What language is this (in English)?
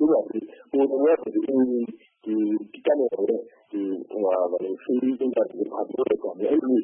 Burmese